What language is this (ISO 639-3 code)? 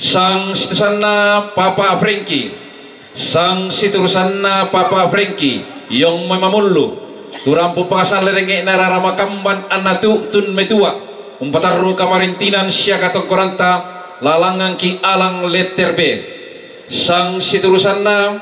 sda